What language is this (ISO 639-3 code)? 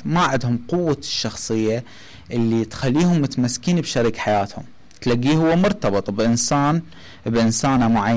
acm